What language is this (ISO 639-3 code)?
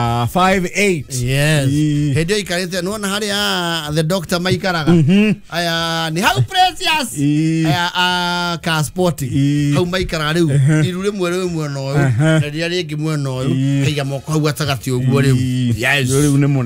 kik